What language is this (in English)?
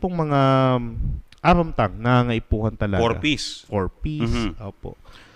Bikol